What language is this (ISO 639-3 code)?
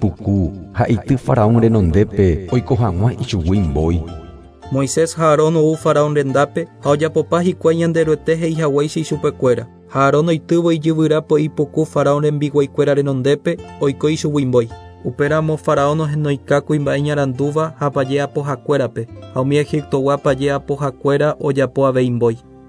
grn